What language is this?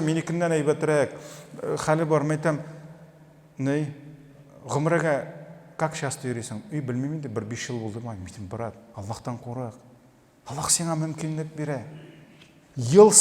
Tatar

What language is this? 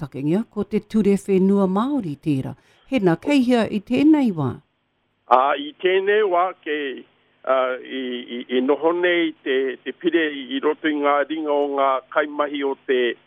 Māori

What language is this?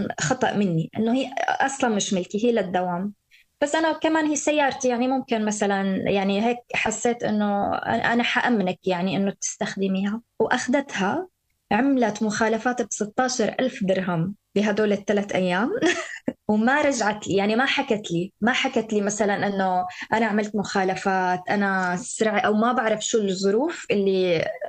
North Levantine Arabic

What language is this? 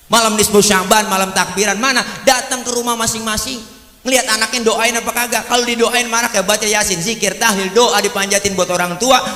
Betawi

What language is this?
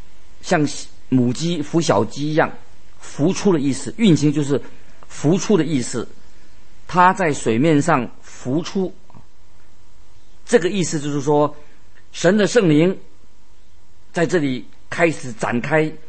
Chinese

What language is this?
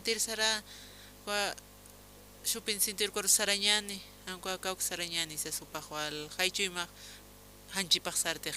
Aymara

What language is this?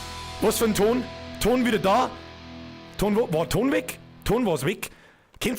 Bavarian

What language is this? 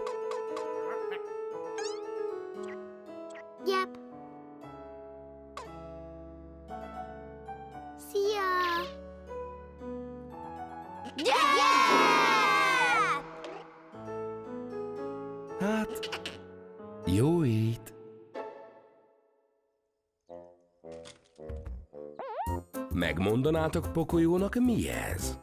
Hungarian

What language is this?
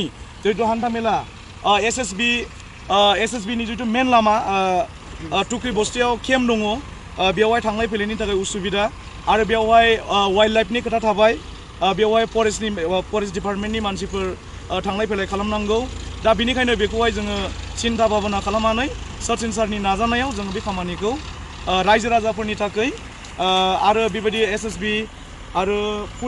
Bodo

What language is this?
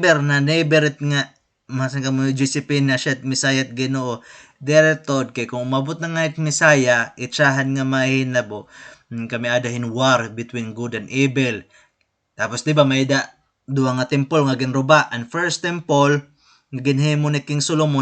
Waray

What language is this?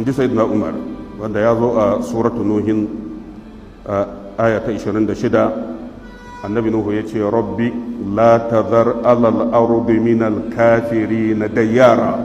Hausa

